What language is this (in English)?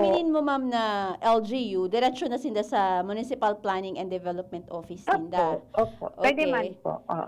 Bikol